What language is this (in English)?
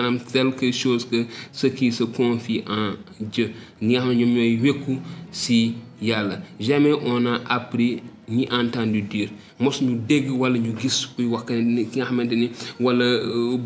Wolof